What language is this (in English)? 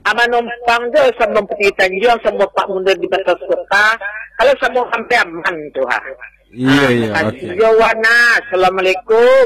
Minangkabau